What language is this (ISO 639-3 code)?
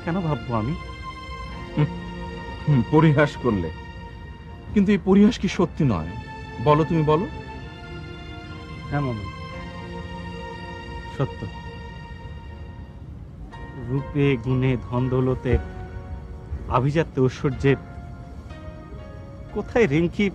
ben